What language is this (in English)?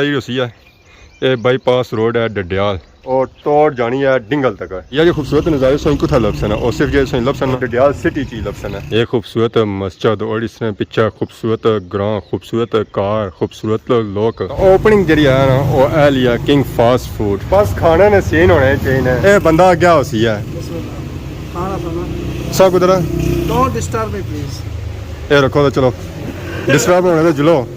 Pahari-Potwari